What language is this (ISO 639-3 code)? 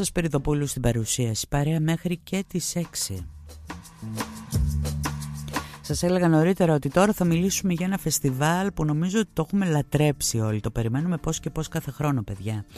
ell